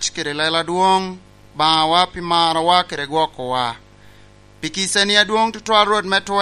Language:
Lango (Uganda)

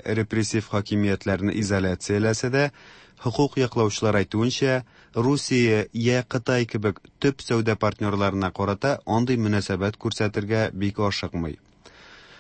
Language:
Tatar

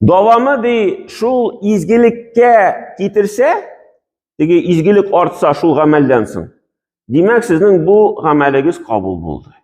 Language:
Tatar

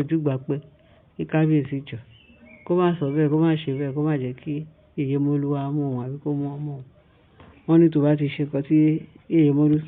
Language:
Yoruba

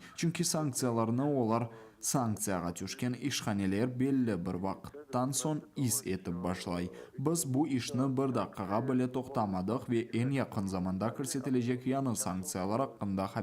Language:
Crimean Tatar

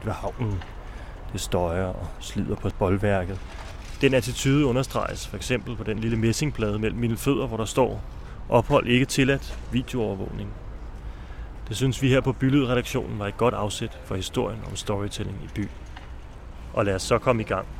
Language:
Danish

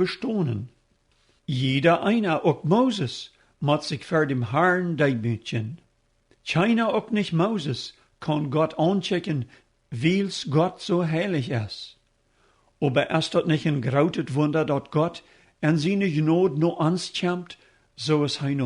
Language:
Plautdietsch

